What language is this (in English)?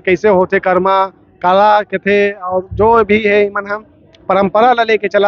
Chhattisgarhi